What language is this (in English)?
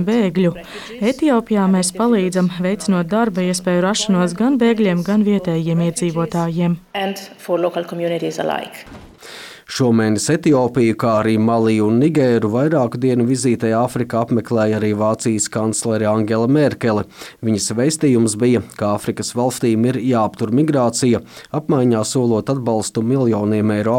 Latvian